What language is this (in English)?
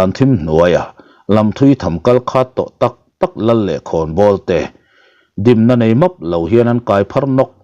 Mizo